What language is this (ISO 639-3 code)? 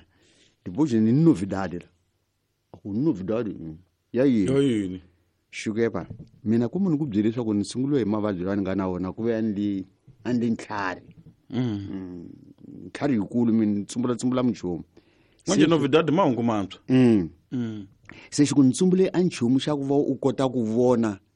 tso